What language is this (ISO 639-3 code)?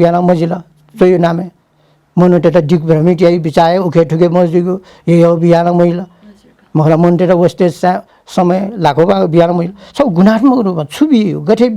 new